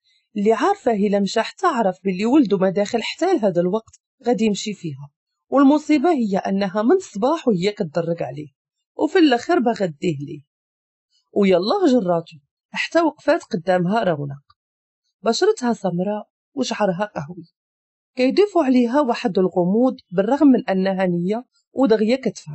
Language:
Moroccan Arabic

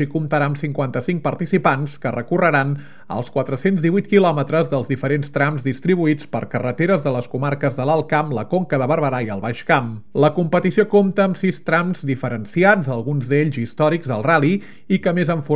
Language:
Catalan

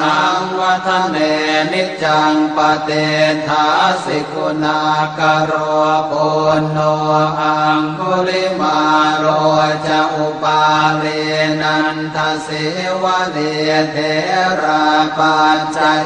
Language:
Pali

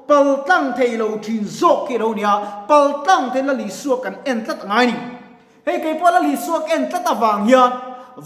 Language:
Mizo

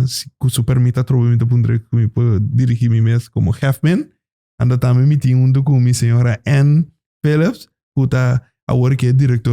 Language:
Papiamento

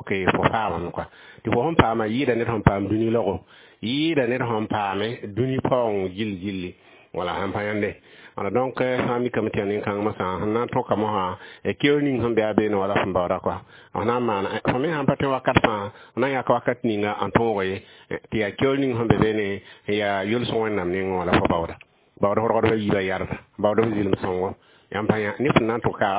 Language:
Mossi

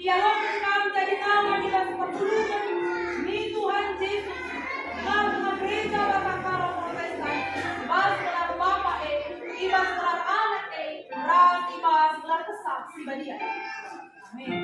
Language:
Batak Karo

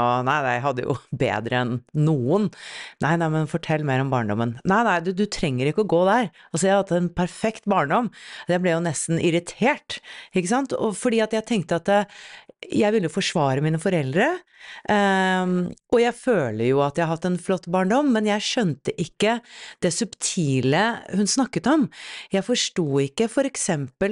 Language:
Norwegian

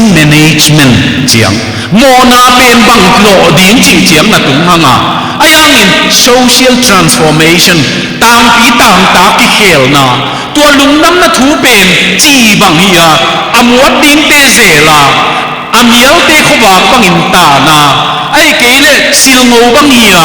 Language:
Tedim Chin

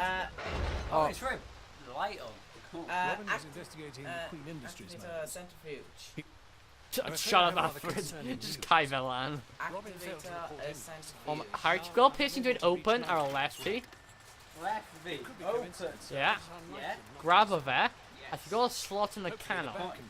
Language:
Welsh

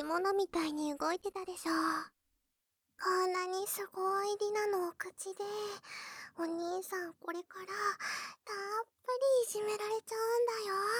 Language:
Japanese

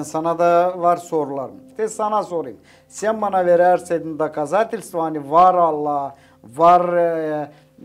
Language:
Gagauz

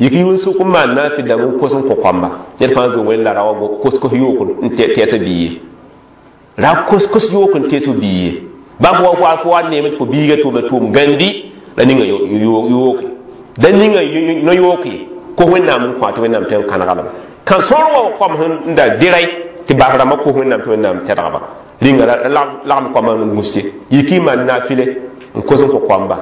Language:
Mossi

